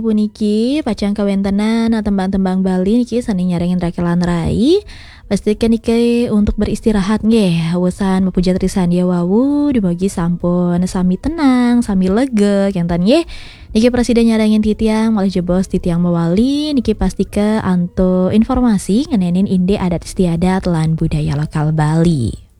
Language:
Balinese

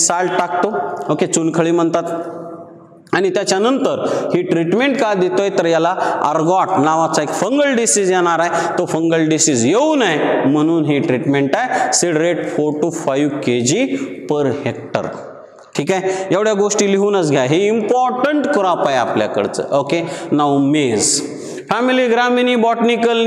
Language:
Marathi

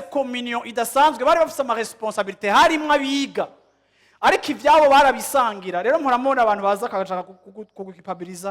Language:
Rundi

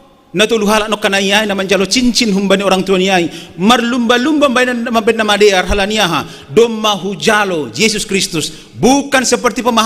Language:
Batak Simalungun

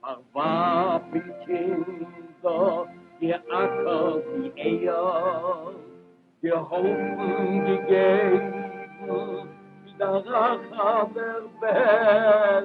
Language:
Yiddish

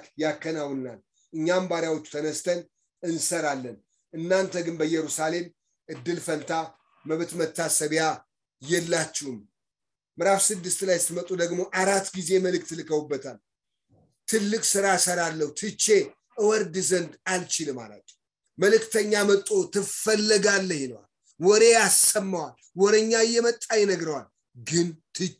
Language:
Amharic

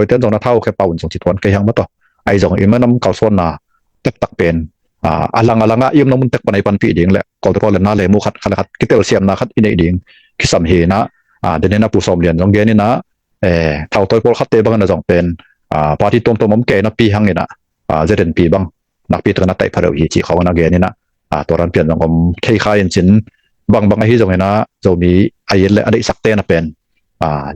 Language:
Tedim Chin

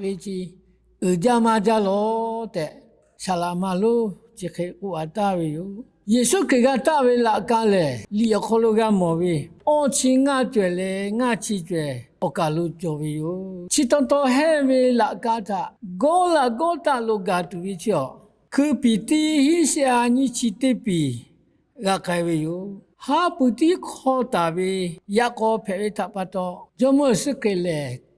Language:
Lahu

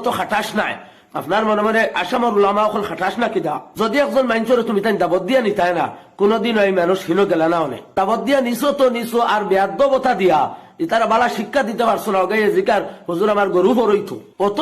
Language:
Sylheti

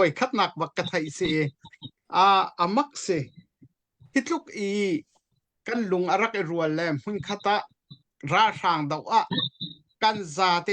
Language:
Hakha Chin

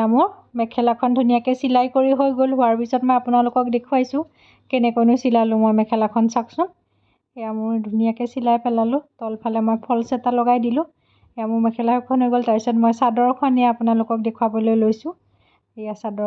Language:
Assamese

